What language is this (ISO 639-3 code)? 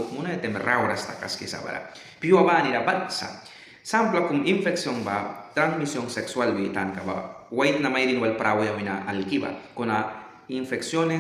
miq